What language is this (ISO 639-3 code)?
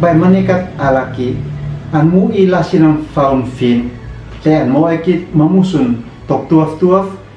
aoz